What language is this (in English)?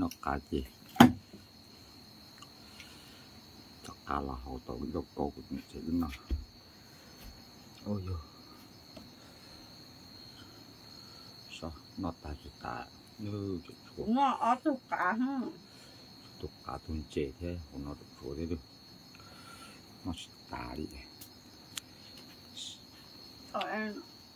Vietnamese